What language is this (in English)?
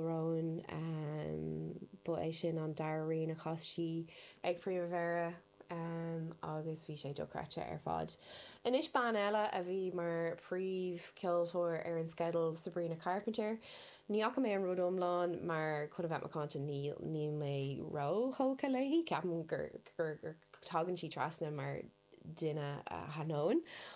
Irish